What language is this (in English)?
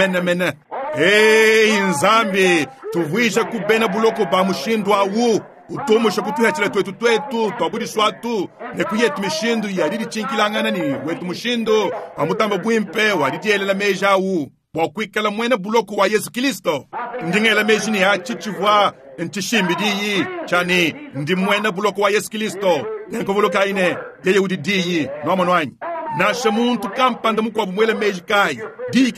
Luba-Lulua